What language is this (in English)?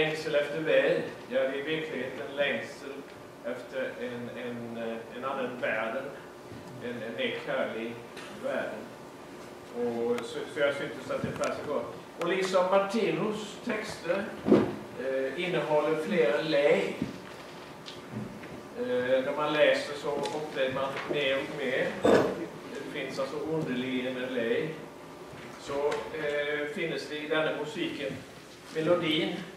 Swedish